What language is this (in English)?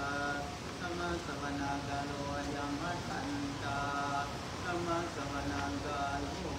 Pali